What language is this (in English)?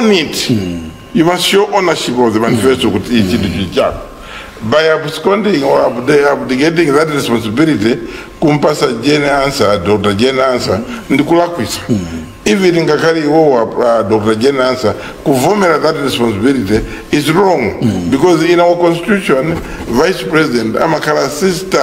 Nyanja